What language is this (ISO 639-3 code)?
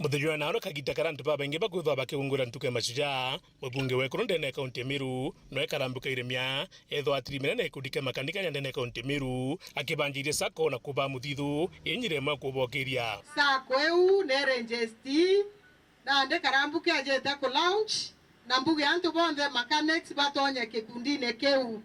mer